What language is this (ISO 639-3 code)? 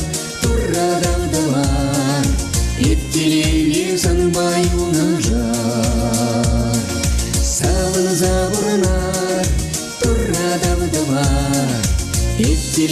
chv